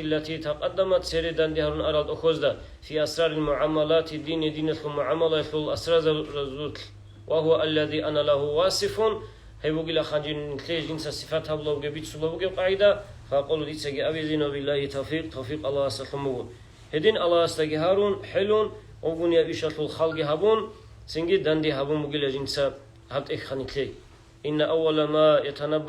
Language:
Avaric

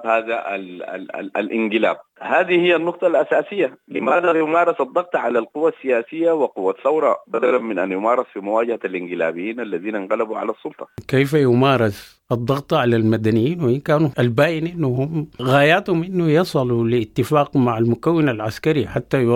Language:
Sudanese Arabic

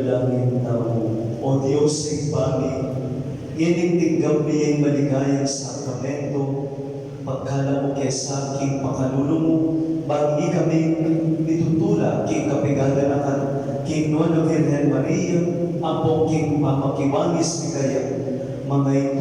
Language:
Pampanga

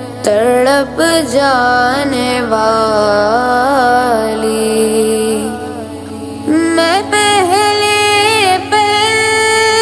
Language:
Urdu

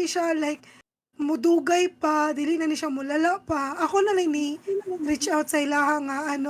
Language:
Cebuano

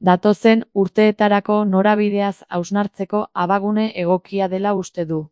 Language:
Basque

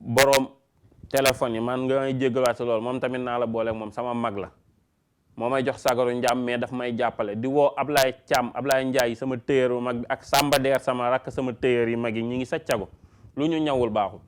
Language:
Wolof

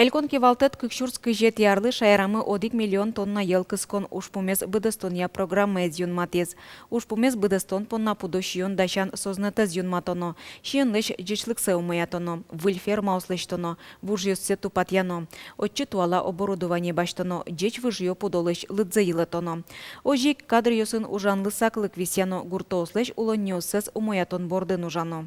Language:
Udmurt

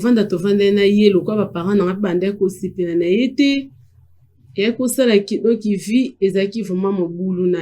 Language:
Lingala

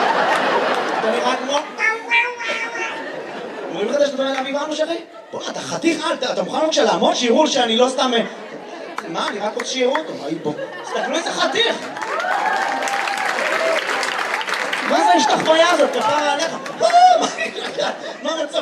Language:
Hebrew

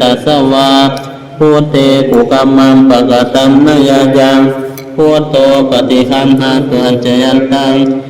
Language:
Pali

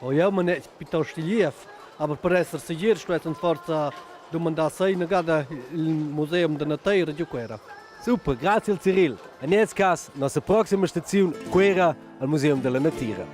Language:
Romansh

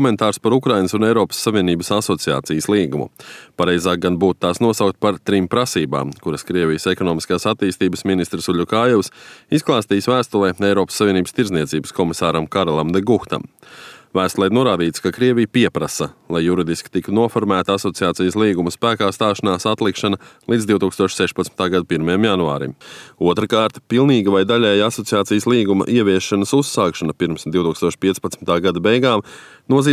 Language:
Latvian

